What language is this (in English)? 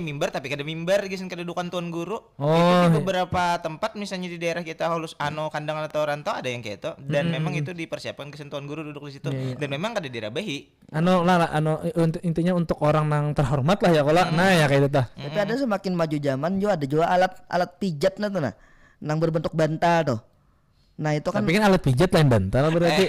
Banjar